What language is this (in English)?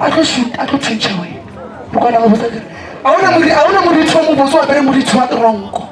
Northern Sotho